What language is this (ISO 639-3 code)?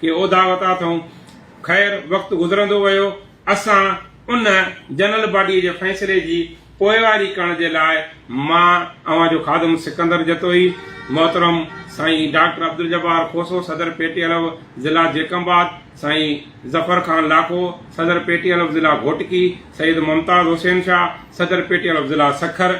snd